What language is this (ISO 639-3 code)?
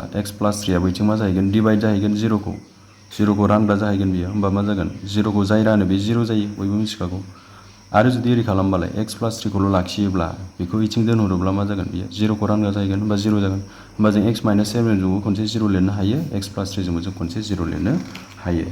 brx